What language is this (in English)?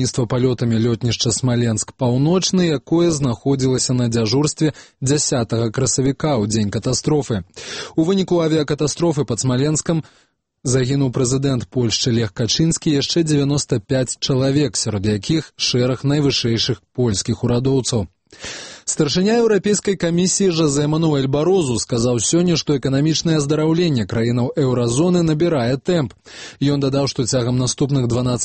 Belarusian